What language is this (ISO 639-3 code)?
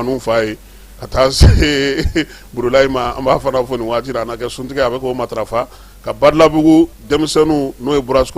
bam